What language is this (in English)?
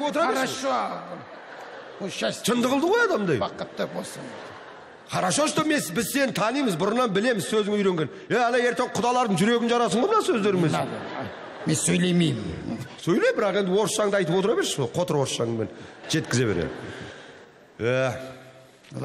Kazakh